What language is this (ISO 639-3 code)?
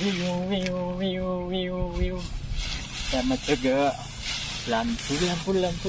min